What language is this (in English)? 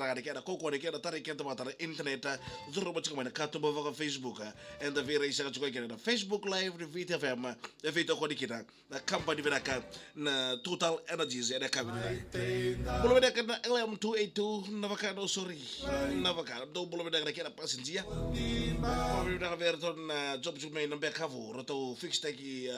Fijian